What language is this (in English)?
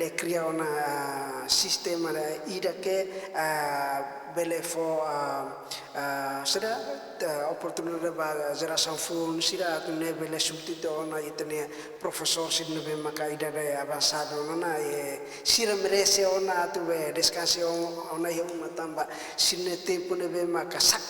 Tetum